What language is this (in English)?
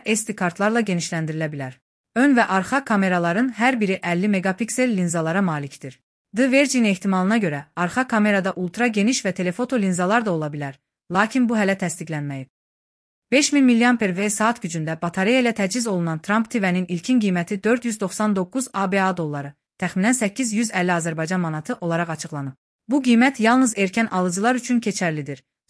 Azerbaijani